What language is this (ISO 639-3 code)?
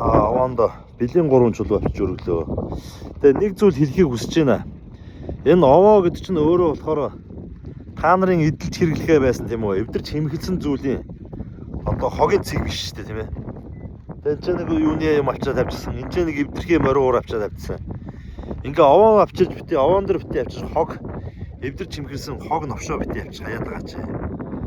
mon